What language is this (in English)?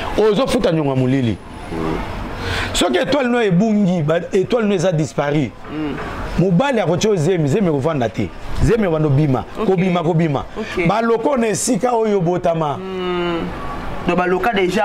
Lingala